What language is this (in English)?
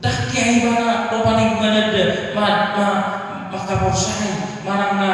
Batak Toba